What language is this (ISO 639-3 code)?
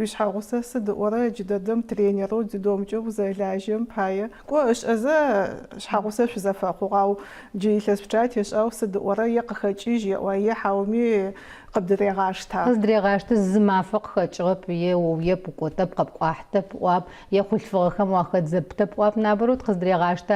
ady